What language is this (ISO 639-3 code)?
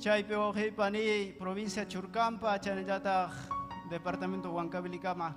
quy